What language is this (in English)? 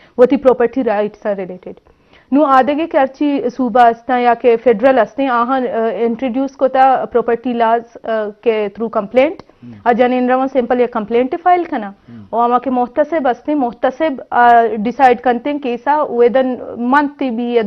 Eastern Balochi